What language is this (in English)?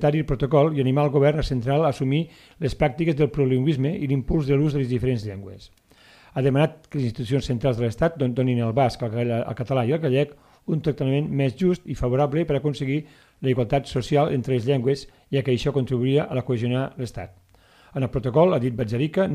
Catalan